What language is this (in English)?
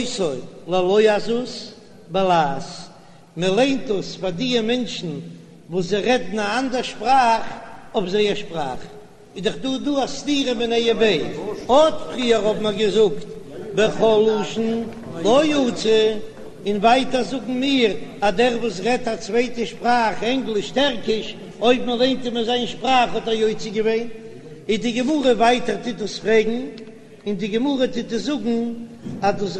Yiddish